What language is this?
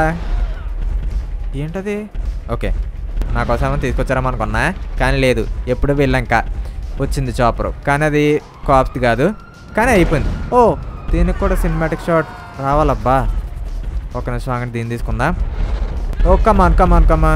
Telugu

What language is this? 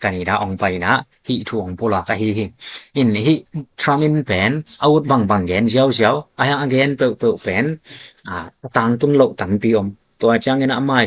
Tedim Chin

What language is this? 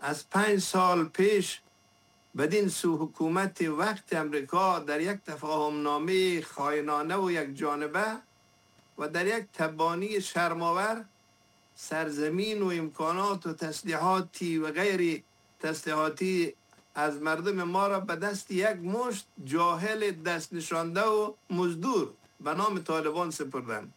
Persian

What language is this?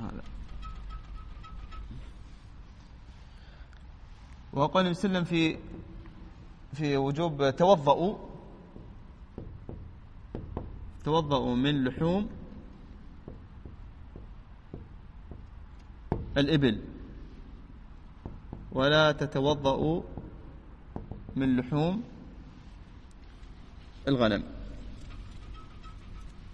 Arabic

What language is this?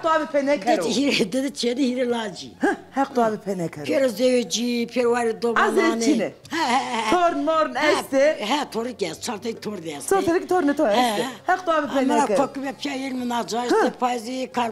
Zaza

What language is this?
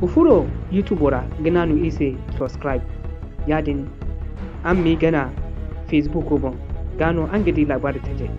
Zarma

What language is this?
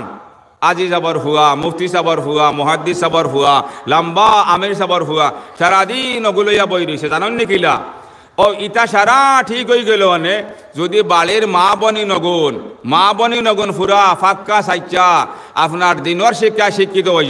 Sylheti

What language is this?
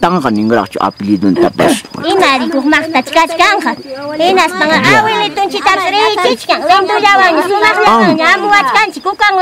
Ayacucho Quechua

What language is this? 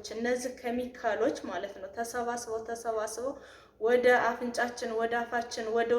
Amharic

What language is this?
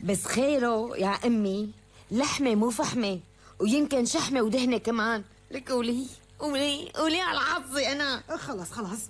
North Levantine Arabic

